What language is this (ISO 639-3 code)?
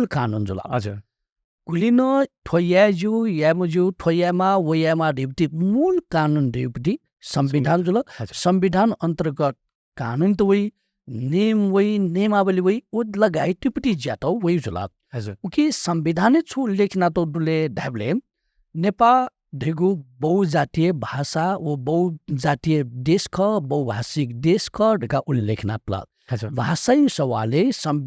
new